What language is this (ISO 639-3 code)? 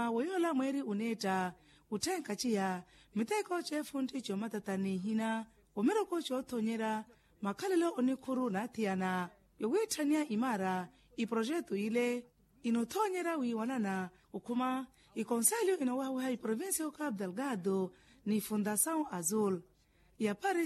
vmw